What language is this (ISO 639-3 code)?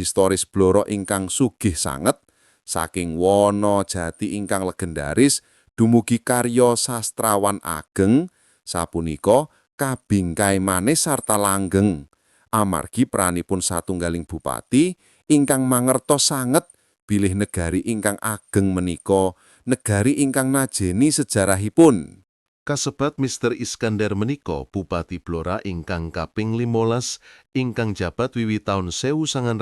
jav